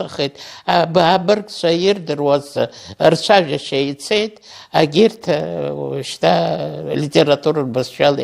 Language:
Abkhazian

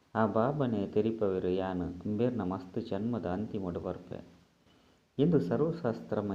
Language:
Tulu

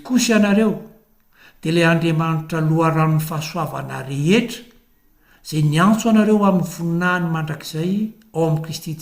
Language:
Malagasy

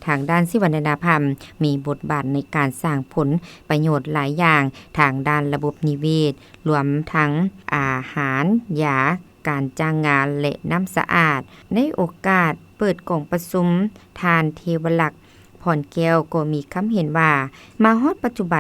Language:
Lao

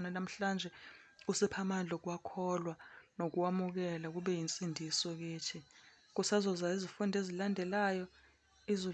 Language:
Zulu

